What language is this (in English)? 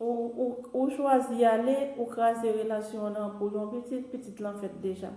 Haitian Creole